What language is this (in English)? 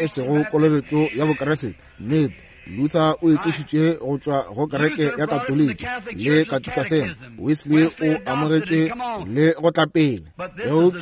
Northern Sotho